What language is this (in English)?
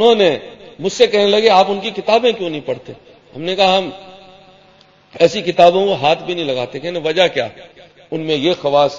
Urdu